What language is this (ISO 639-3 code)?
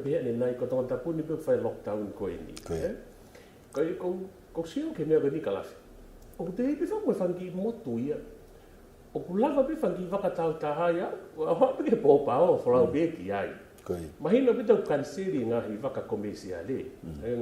ton